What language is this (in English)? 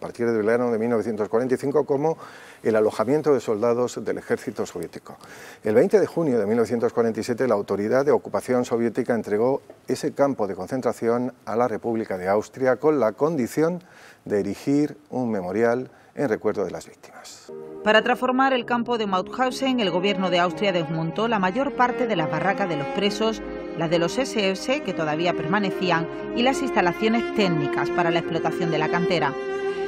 Spanish